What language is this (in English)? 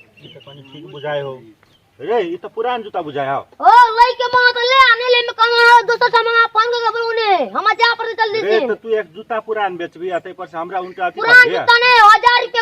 Maithili